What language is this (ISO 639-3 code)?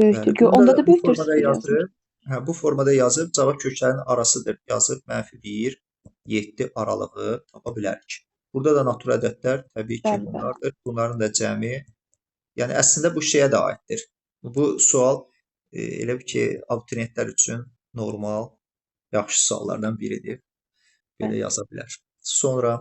aze